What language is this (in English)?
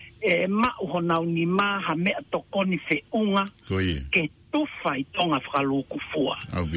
Tongan